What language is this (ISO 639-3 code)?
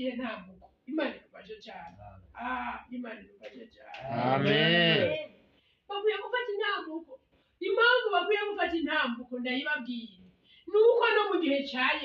run